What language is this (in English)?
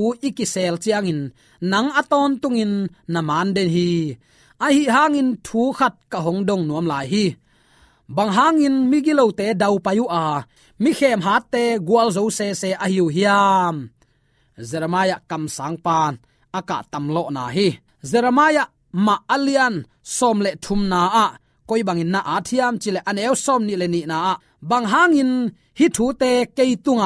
Tedim Chin